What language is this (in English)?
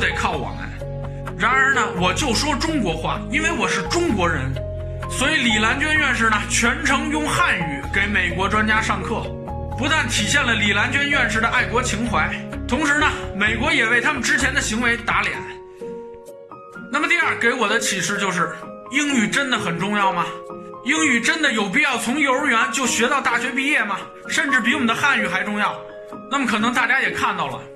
Chinese